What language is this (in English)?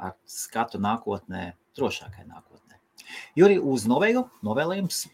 Latvian